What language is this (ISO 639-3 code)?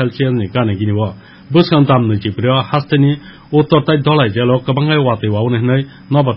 trp